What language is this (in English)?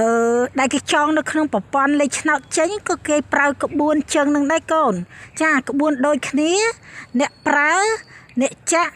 Khmer